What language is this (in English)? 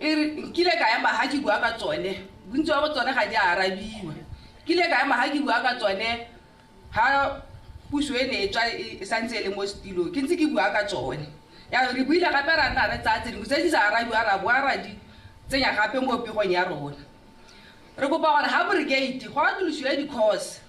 Tswana